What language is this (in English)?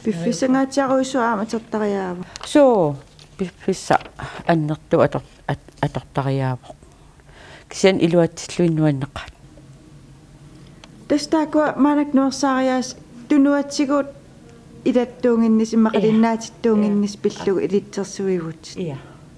Kalaallisut